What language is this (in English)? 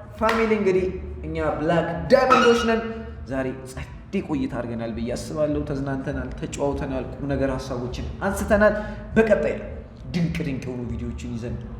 Amharic